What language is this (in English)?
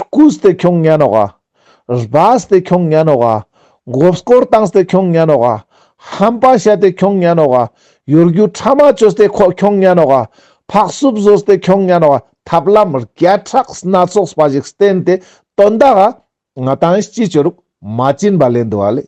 Ladakhi